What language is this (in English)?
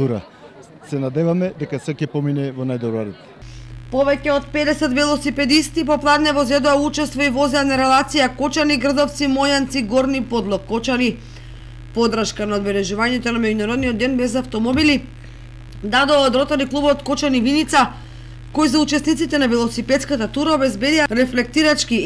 Macedonian